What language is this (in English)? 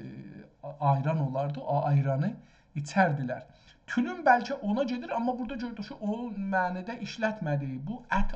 South Azerbaijani